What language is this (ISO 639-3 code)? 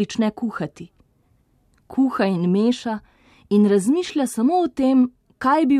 slv